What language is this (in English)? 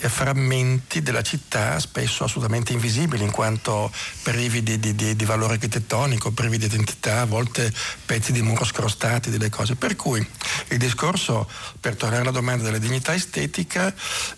Italian